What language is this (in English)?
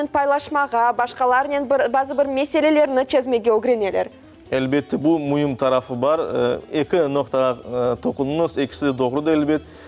Crimean Tatar